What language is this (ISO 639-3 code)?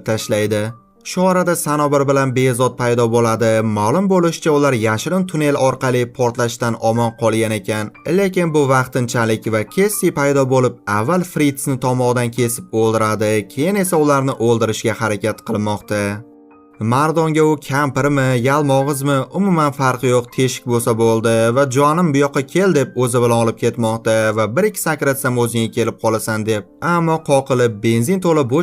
uzb